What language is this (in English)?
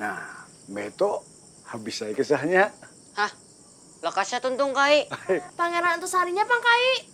Banjar